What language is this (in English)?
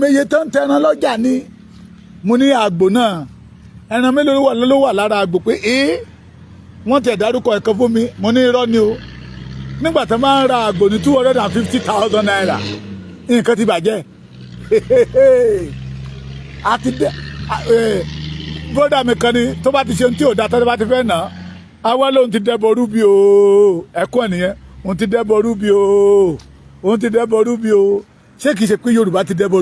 Yoruba